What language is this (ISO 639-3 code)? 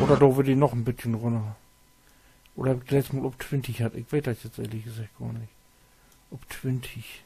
nds